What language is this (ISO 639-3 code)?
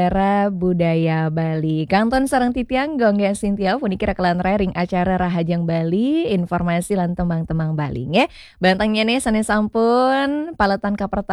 ban